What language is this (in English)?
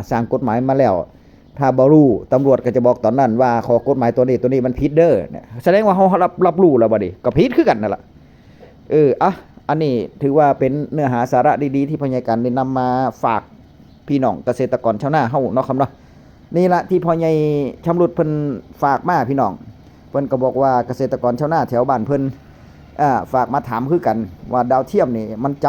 Northeastern Thai